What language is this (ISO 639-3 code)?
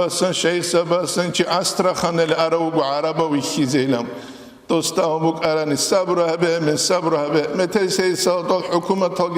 ava